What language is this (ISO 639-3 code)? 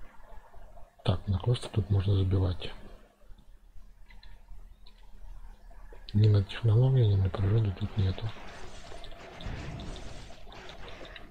rus